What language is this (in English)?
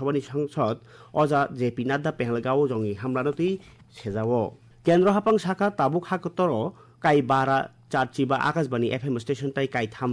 Kok Borok